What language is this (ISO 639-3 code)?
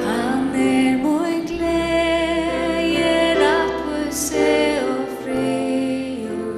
fao